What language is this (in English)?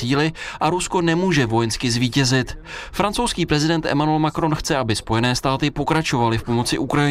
Czech